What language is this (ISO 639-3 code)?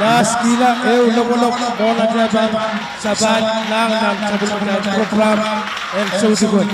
pon